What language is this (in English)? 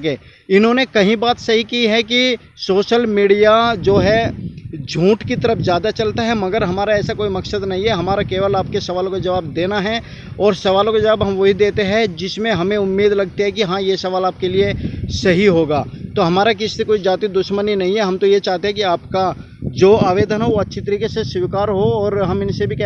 Hindi